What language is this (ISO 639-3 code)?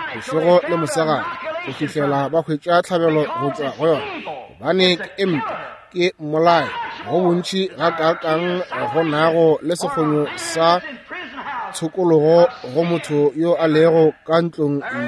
nso